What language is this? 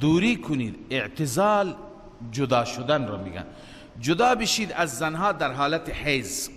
Persian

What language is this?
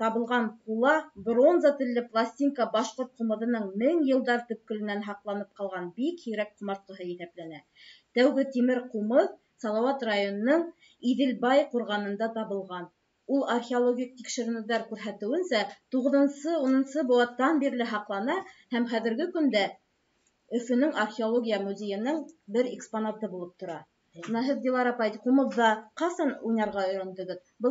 Bashkir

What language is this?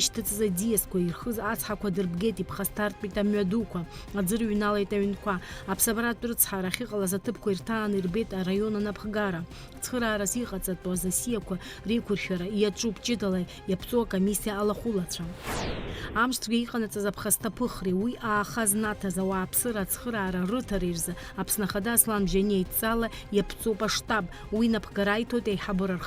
Abkhazian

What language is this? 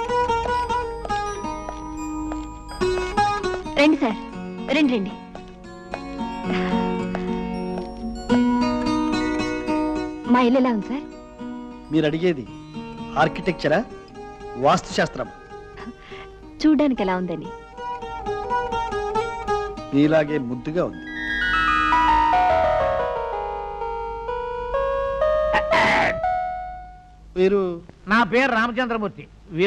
Telugu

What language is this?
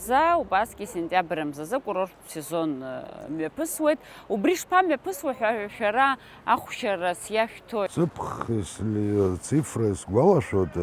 Abkhazian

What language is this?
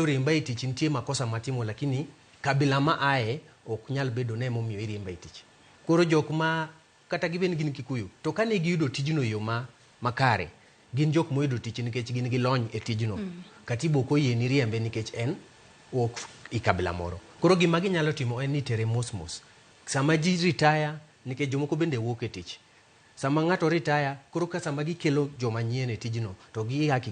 Luo (Kenya and Tanzania)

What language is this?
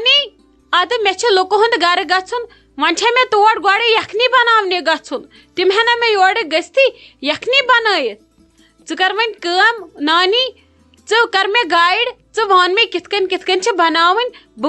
Kashmiri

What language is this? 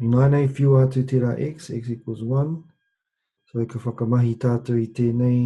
Māori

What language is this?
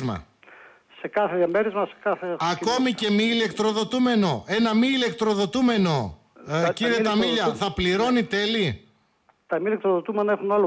Greek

